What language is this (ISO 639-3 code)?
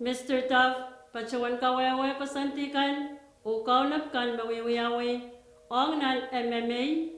pon